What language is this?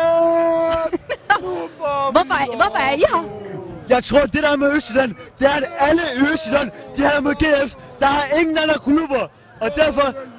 Danish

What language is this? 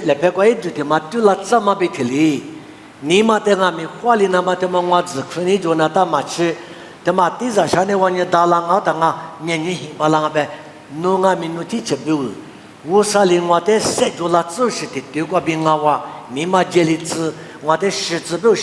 Lisu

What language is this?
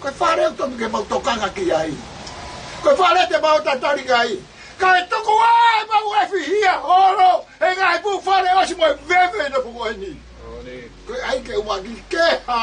Tongan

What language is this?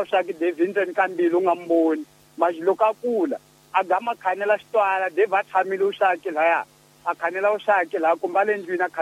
Tsonga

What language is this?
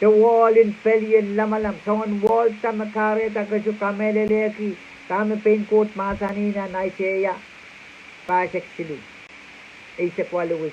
Pohnpeian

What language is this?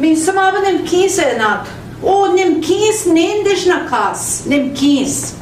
Central Ojibwa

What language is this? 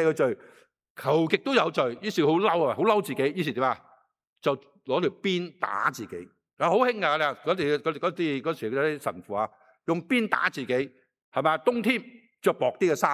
Cantonese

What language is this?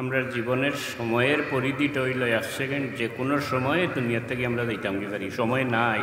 Sylheti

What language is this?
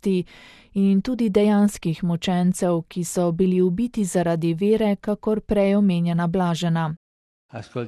Slovenian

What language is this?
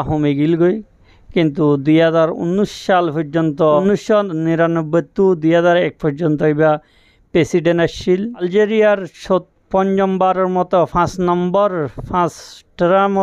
Rohingya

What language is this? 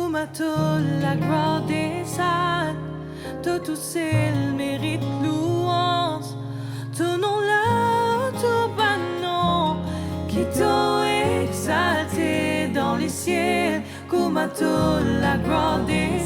Morisyen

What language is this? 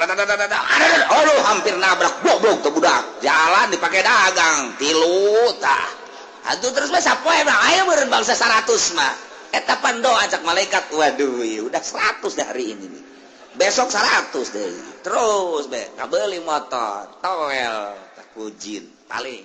Sundanese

